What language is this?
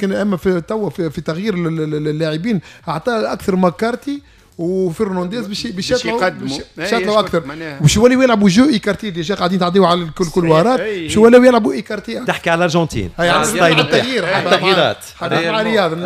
Tunisian Arabic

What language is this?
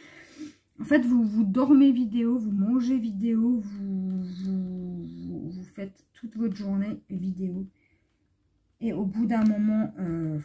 French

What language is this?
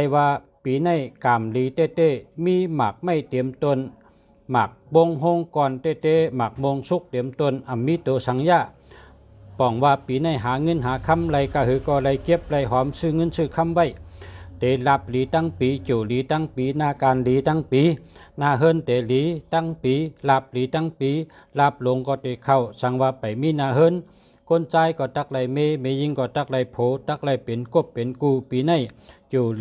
Shan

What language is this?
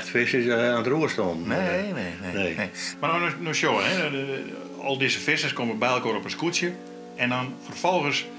Western Frisian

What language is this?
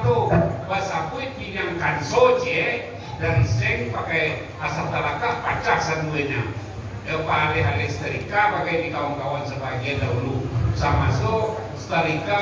Minangkabau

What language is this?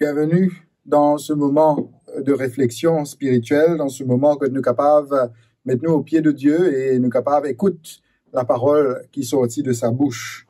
Morisyen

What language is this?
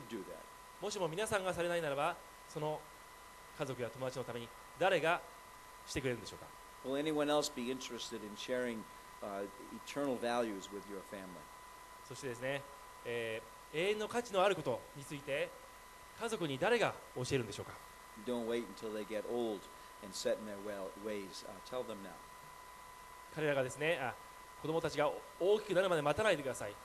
Japanese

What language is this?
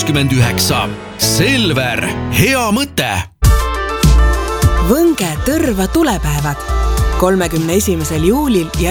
Estonian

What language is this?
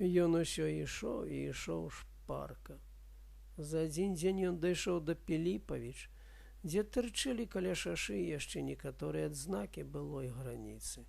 Belarusian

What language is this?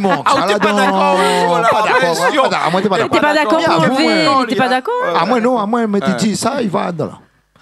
Réunion Creole French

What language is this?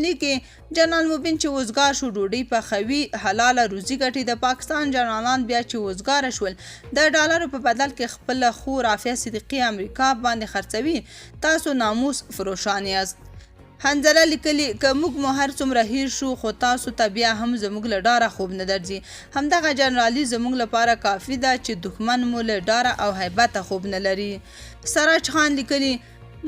Pashto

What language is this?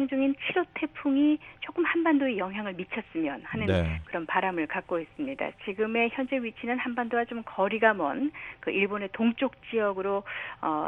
Korean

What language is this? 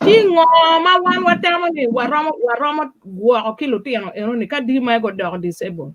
Acoli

